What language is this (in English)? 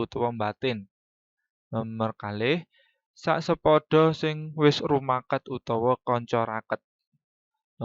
Javanese